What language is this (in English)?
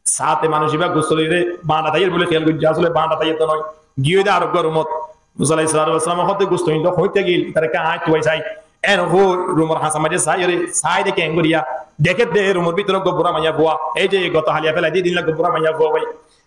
Rohingya